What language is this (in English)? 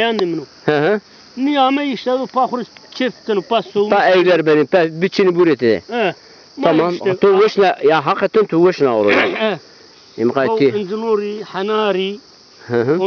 Zaza